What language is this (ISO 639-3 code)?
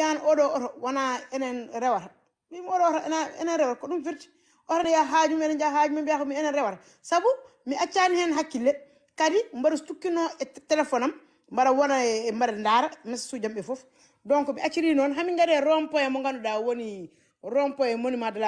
ful